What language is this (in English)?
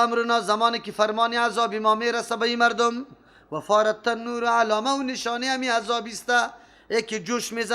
Persian